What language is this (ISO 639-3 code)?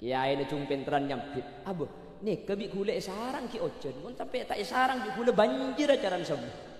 mad